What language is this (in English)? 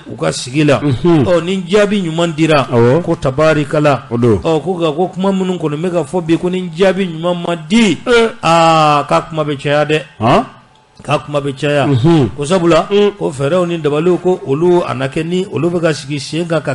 Bambara